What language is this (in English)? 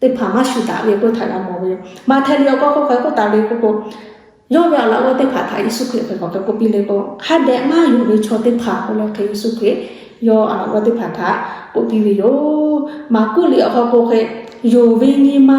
Lahu